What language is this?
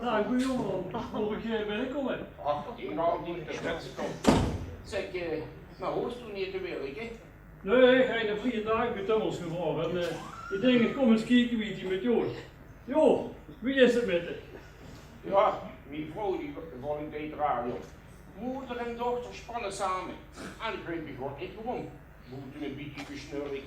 Limburgish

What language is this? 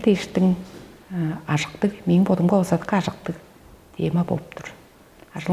Tuvinian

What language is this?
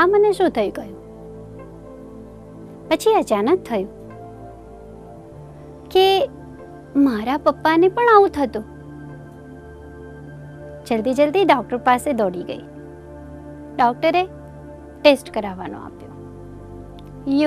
Gujarati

